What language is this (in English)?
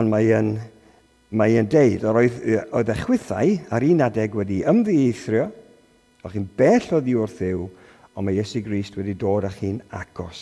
Welsh